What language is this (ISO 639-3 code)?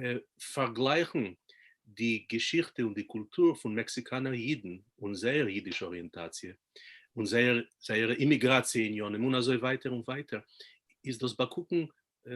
yid